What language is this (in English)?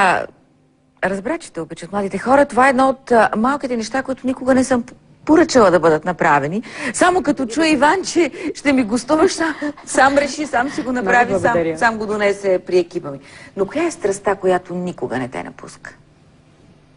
Bulgarian